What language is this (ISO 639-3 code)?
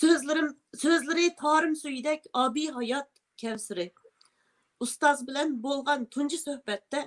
uig